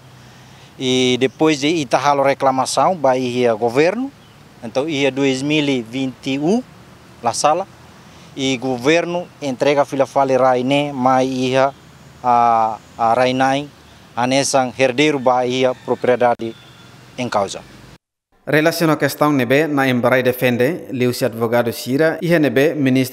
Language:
Tetum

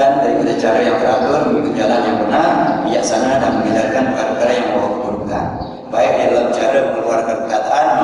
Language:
Malay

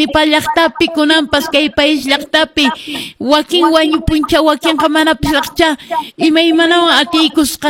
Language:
Quechua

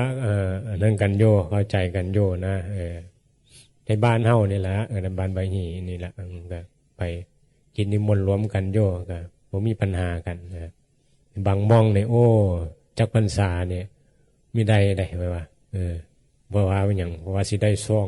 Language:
Northeastern Thai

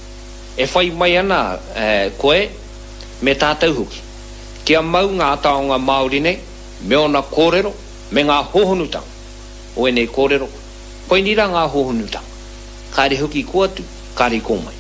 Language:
Māori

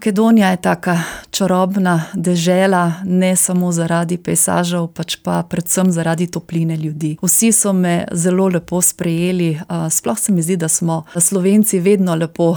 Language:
Slovenian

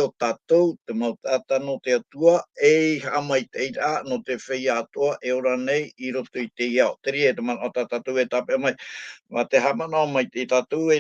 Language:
Tahitian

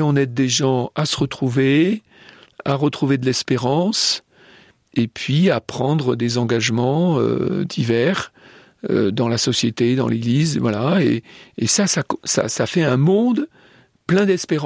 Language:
French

